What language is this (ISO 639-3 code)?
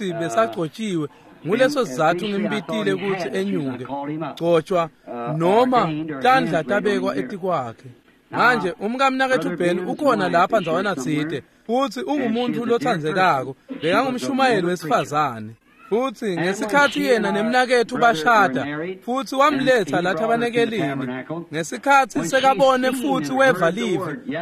ssw